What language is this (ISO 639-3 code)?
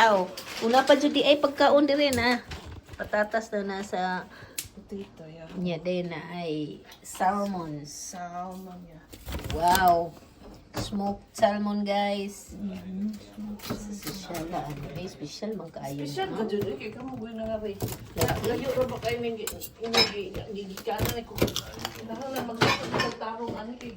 ceb